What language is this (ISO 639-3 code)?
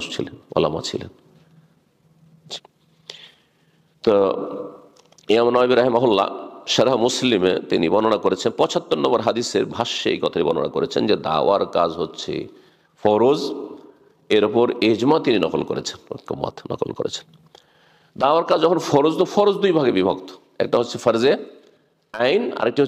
ben